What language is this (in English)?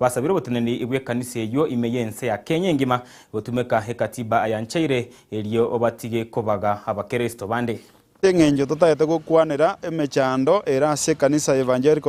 Gusii